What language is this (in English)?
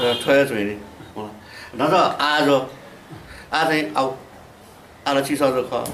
Newari